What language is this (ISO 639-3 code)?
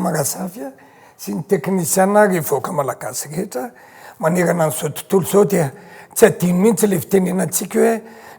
mlg